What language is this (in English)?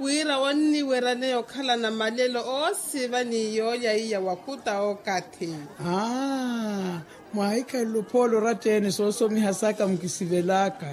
Makhuwa